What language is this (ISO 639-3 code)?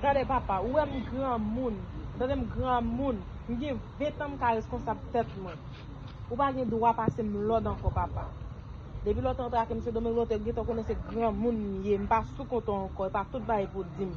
hat